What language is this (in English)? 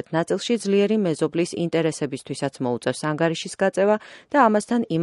Georgian